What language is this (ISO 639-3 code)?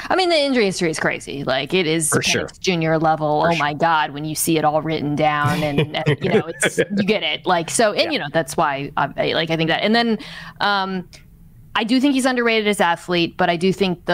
eng